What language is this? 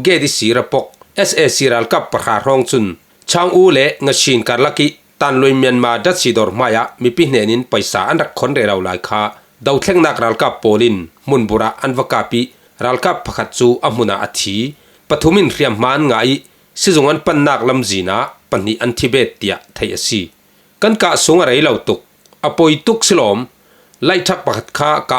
Falam Chin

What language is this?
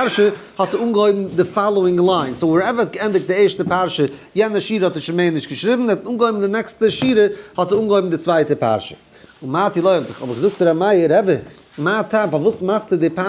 Yiddish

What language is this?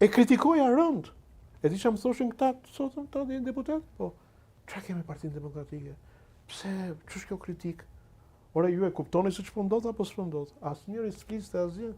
Albanian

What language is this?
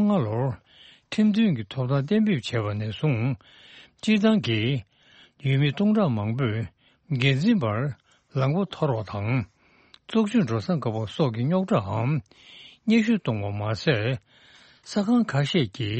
Tibetan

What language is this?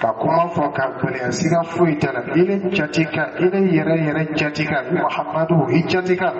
Dyula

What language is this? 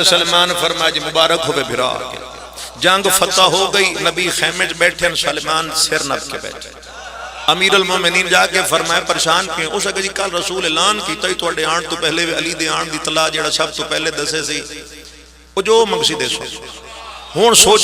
Pahari-Potwari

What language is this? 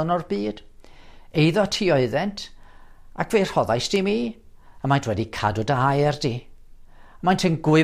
Welsh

